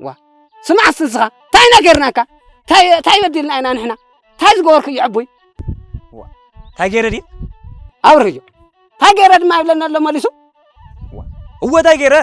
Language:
Tigrinya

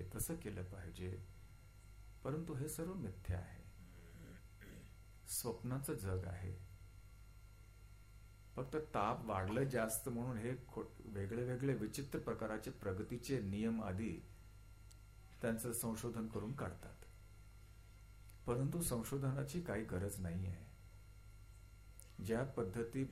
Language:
Marathi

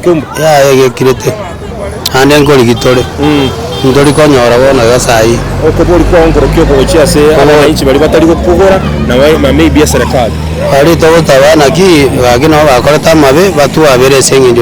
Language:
Gusii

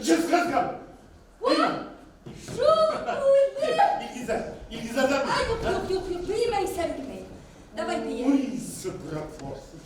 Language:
Bashkir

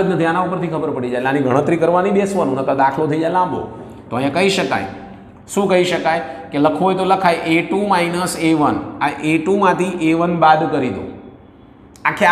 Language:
Gujarati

